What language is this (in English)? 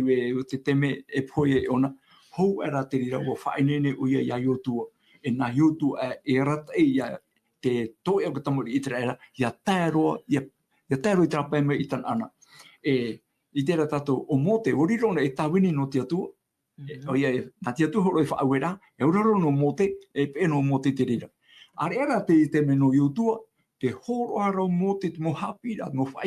Tahitian